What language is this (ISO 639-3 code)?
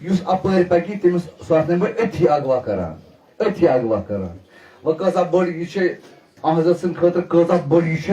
kas